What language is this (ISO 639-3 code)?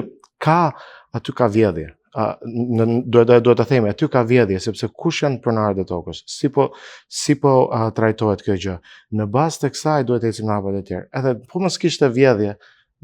sqi